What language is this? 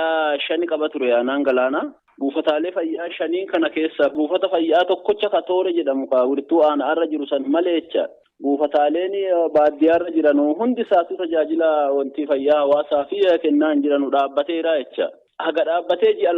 Oromo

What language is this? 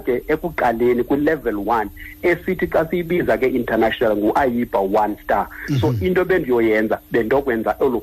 Xhosa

